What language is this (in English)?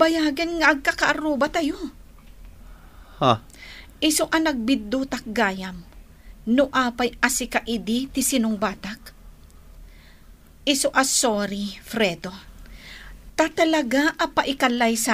Iloko